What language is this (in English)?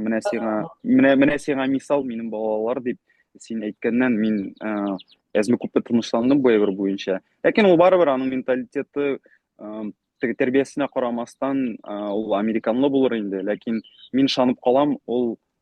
Bashkir